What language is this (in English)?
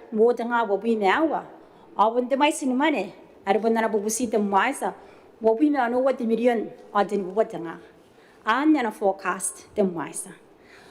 Gilbertese